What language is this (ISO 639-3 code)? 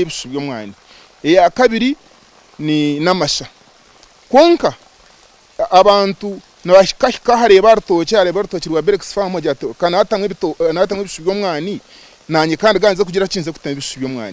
nyn